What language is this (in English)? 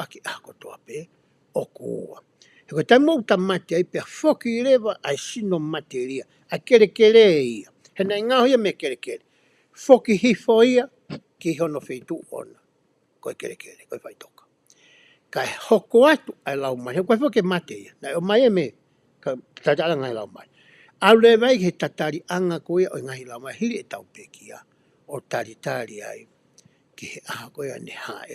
Tongan